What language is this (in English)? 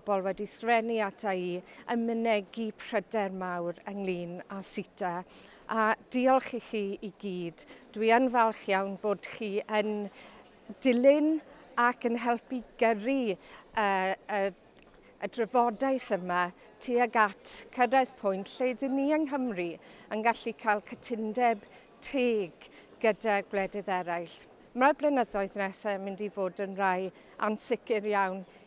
Welsh